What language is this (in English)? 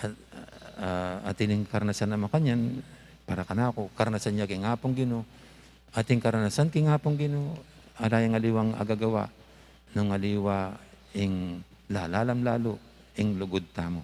Pampanga